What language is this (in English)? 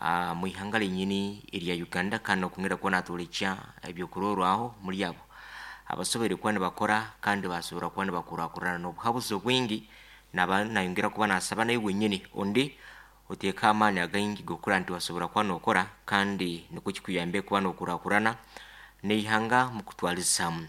Nyoro